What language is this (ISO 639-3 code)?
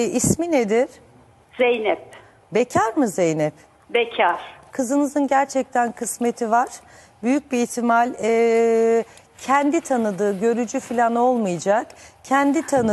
tur